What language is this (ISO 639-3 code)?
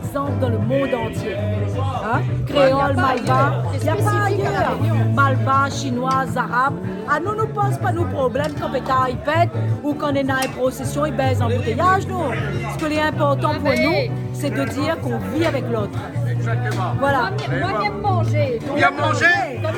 rcf